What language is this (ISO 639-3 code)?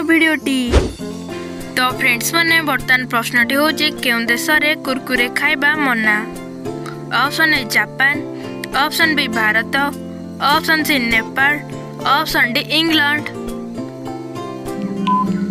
ori